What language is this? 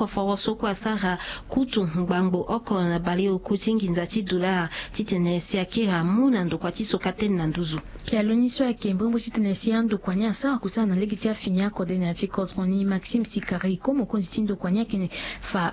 Sango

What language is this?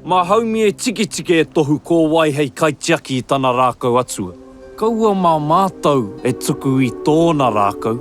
Māori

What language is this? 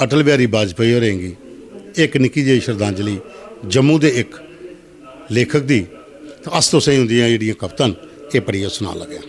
Dogri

